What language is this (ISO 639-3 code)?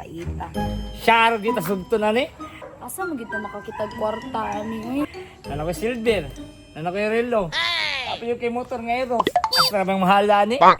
ceb